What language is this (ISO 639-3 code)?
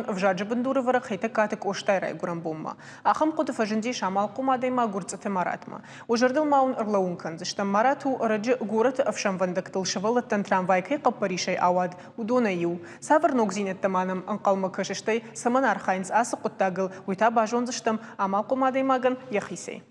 oss